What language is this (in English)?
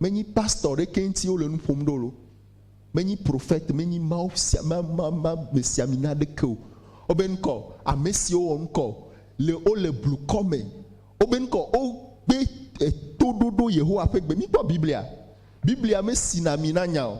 Ewe